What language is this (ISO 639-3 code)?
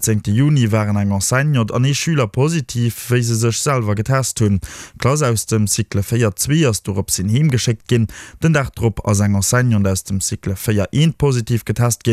ltz